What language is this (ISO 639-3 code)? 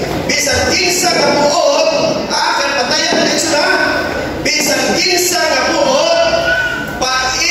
ceb